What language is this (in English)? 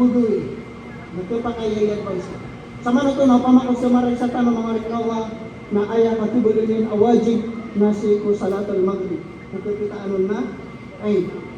Maranao